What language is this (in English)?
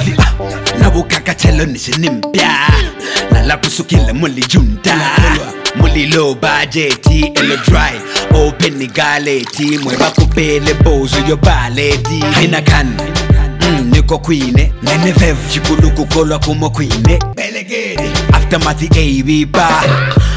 Bemba